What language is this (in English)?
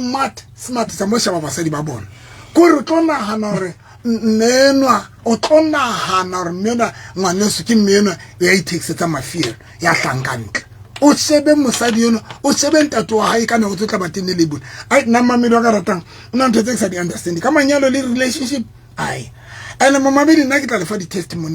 Southern Sotho